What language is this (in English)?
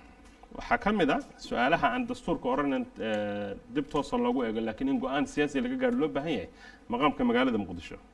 Somali